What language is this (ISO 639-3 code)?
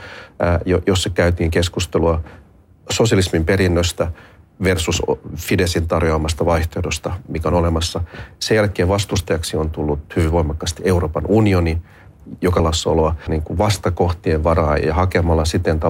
fin